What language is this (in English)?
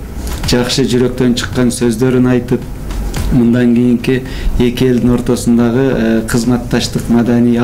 Kyrgyz